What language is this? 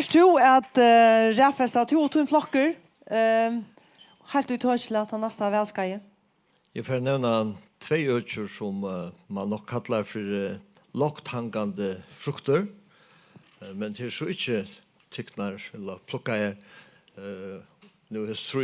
Faroese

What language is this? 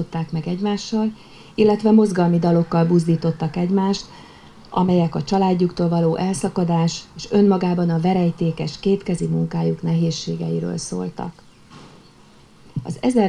Hungarian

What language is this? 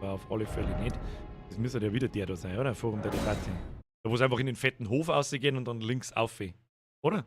Bavarian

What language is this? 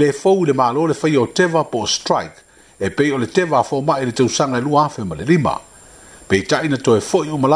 Samoan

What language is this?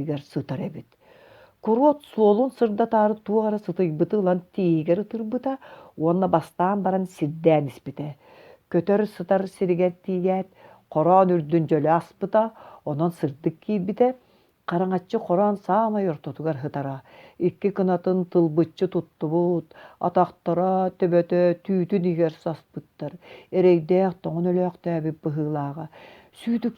Yakut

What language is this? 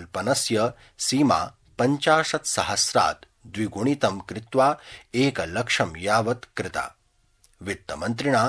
Sanskrit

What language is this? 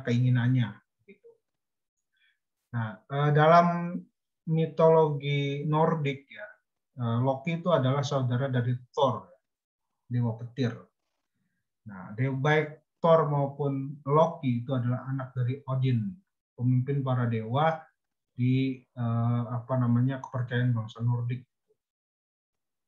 Indonesian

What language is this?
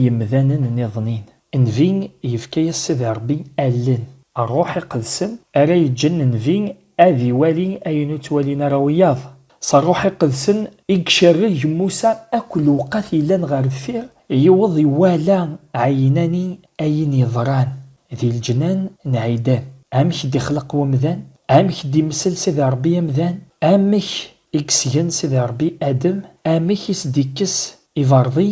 Kabyle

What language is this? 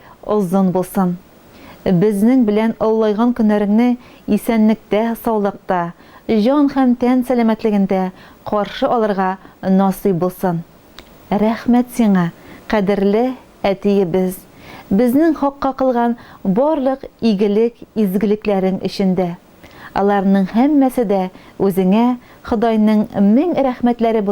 Tatar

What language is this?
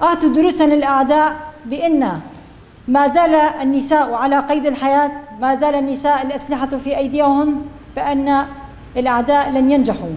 Kurdish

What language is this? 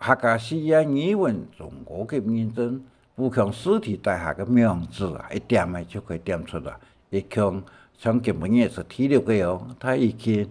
Hakka Chinese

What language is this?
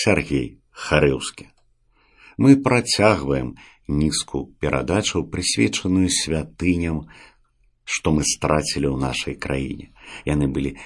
Belarusian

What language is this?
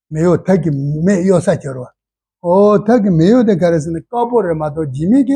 Tibetan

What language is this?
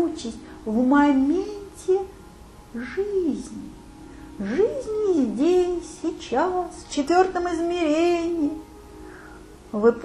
Russian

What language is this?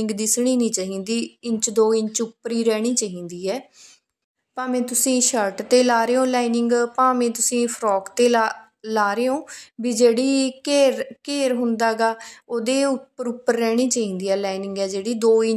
Punjabi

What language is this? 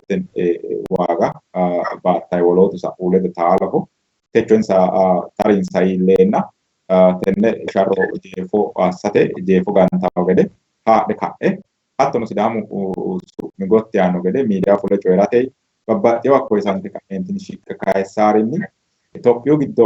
Sidamo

